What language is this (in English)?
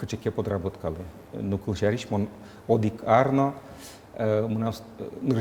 Udmurt